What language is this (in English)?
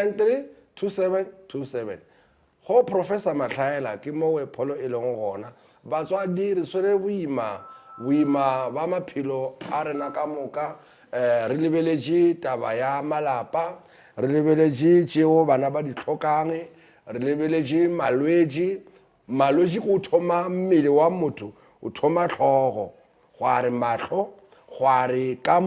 Northern Sotho